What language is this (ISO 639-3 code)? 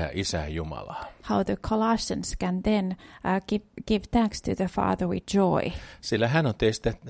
fin